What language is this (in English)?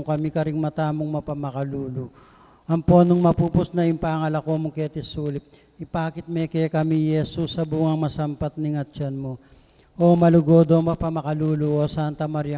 Pampanga